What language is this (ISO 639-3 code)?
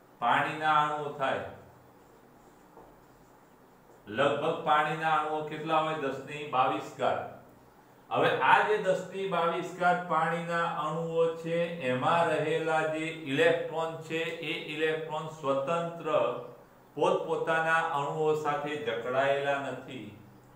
guj